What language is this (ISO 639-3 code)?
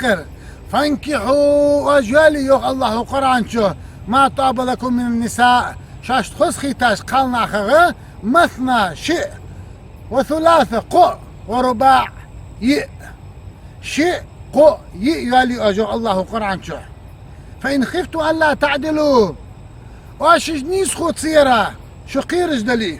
inh